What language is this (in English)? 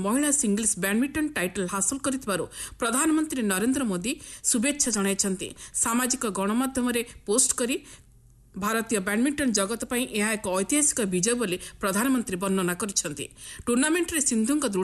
Odia